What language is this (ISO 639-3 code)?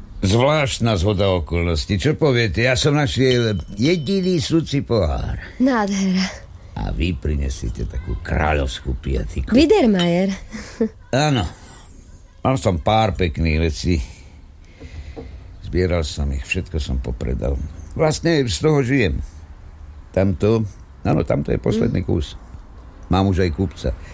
slk